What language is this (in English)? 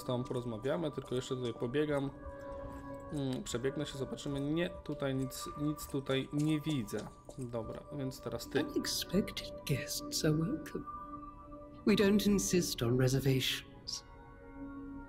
Polish